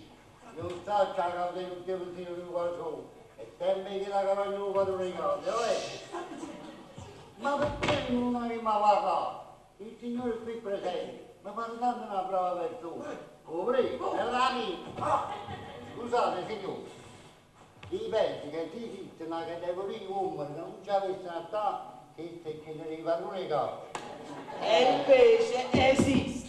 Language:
Neapolitan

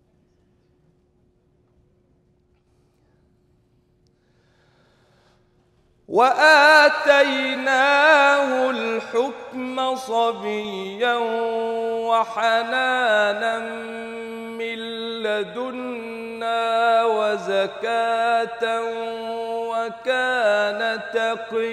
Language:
Arabic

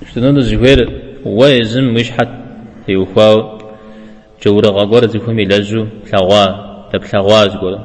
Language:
Kabardian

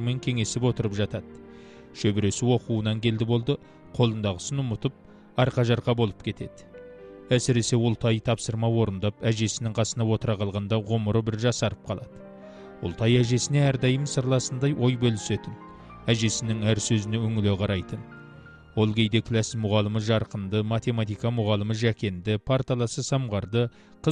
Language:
Kazakh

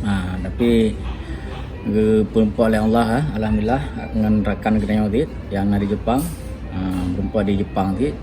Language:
Achinese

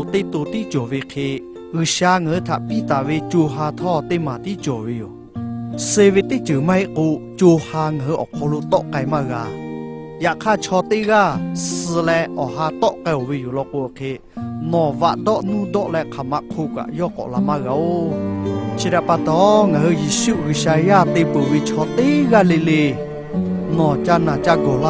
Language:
Lahu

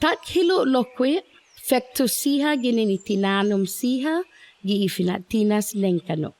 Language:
Chamorro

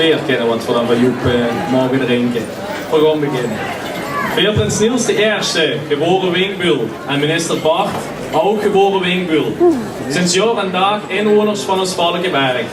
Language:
Limburgish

